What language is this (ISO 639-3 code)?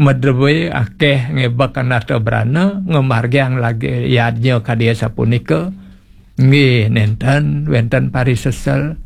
ban